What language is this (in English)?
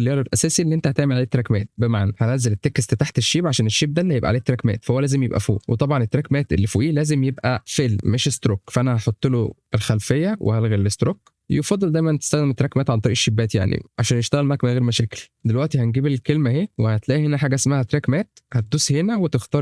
Egyptian Arabic